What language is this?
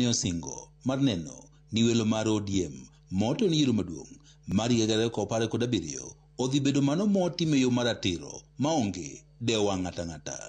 Luo (Kenya and Tanzania)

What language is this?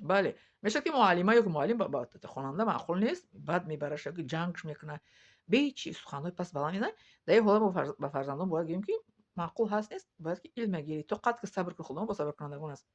Tajik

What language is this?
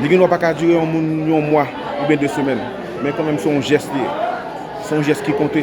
Haitian Creole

